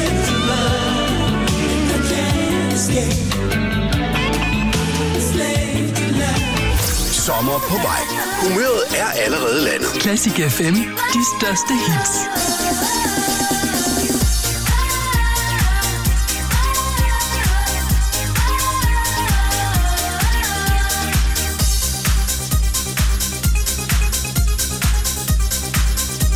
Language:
Danish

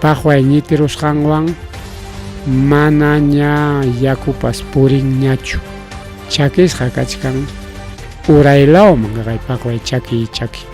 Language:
Ayacucho Quechua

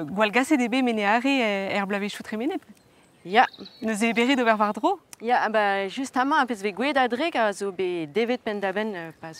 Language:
Breton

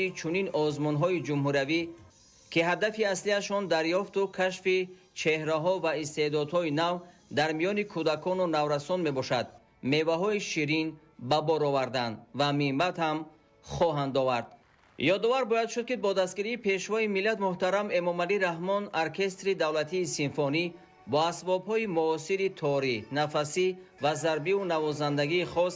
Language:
Tajik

